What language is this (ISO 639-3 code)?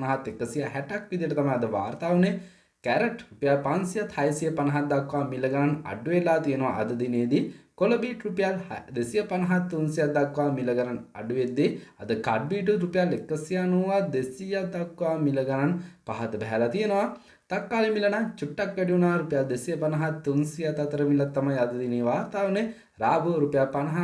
sin